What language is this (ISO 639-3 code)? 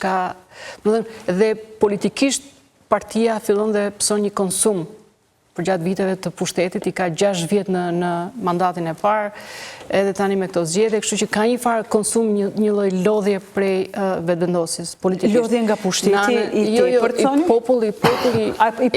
sqi